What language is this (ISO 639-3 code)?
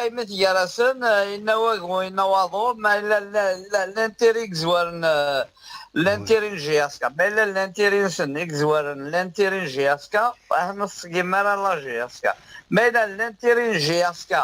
kab